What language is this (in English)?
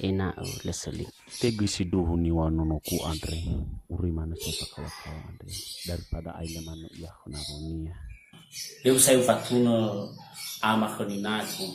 Nias